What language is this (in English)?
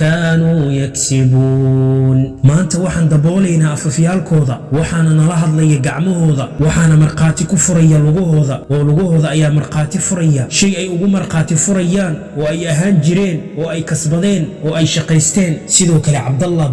Somali